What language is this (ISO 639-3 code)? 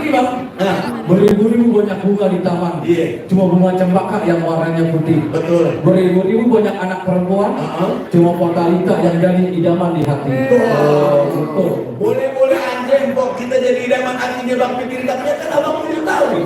bew